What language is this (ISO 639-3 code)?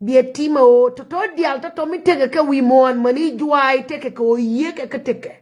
nus